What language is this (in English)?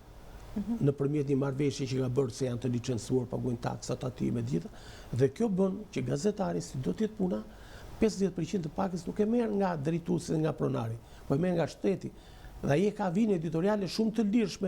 Albanian